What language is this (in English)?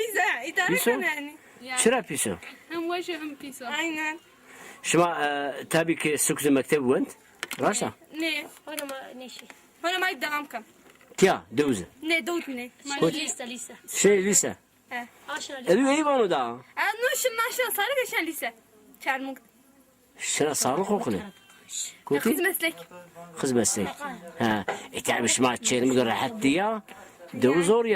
Zaza